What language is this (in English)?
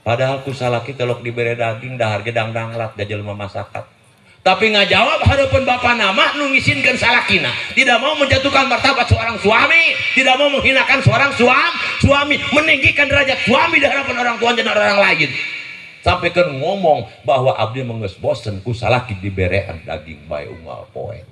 Sundanese